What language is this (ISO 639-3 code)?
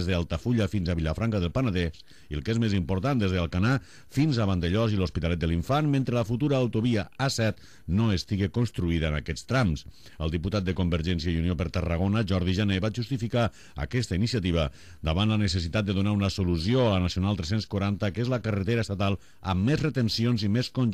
cat